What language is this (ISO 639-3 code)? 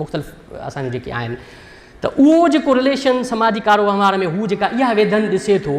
snd